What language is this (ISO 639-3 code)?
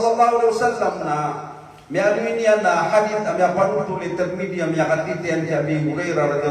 mrw